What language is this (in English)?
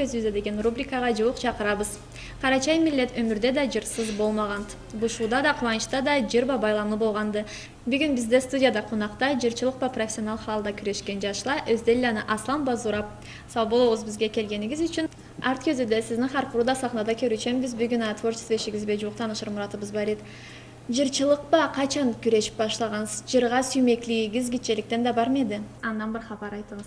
Karachay-Balkar